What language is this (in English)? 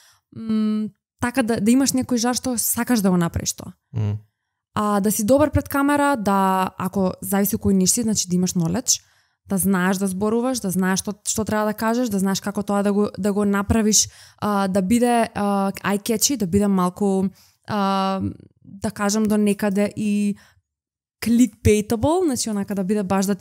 Macedonian